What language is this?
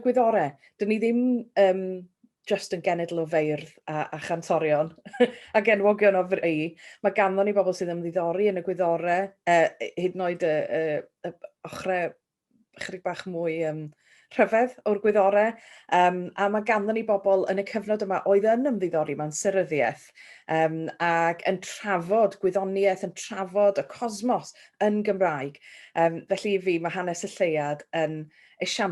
Welsh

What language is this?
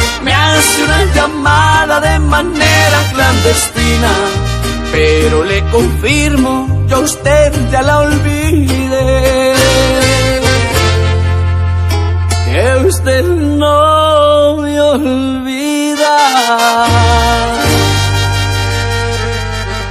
Spanish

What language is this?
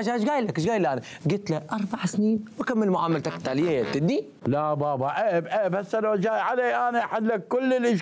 Mesopotamian Arabic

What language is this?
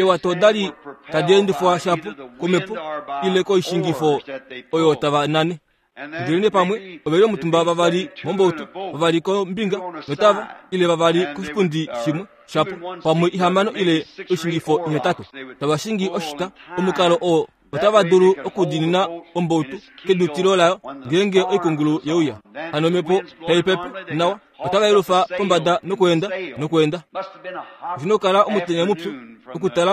Kuanyama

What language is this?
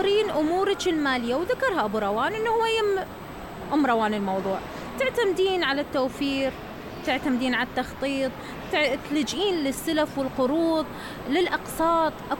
Mesopotamian Arabic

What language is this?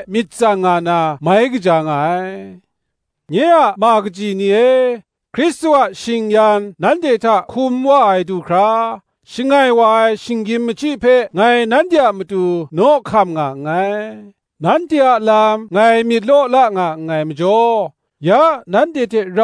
Kachin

